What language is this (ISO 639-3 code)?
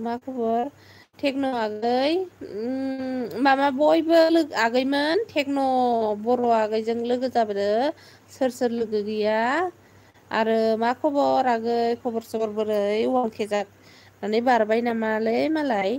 brx